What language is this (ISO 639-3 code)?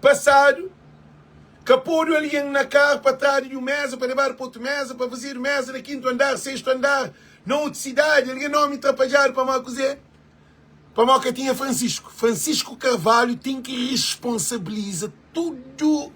kea